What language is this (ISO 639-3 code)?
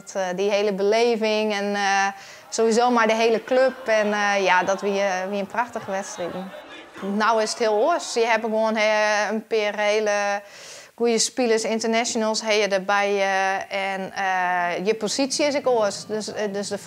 fry